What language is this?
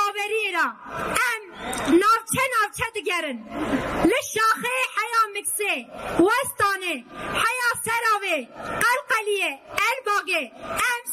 Kurdish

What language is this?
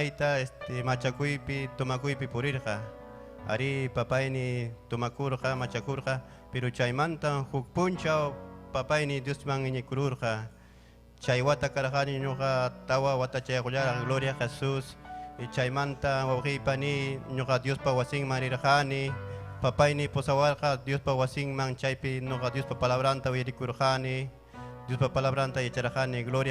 Ayacucho Quechua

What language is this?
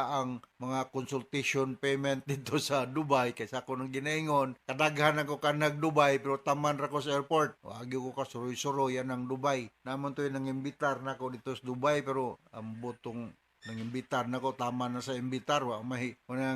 Cebuano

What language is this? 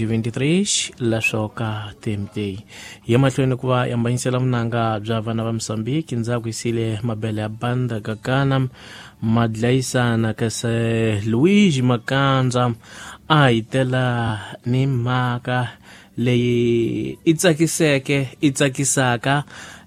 Tsonga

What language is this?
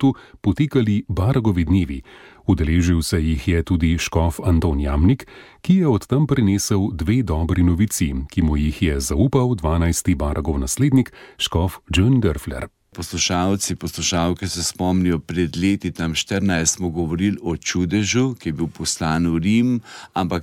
Slovenian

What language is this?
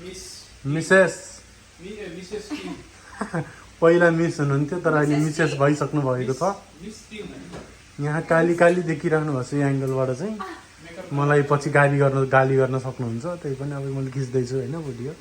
Nepali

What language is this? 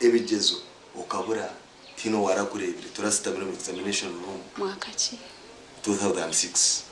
Nyankole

